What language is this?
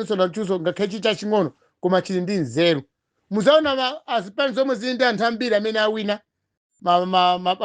Nyanja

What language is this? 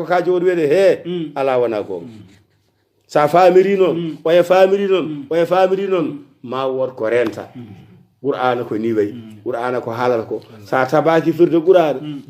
Fula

